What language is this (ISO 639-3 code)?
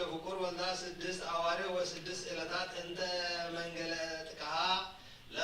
gez